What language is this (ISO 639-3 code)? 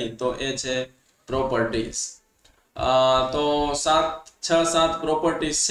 guj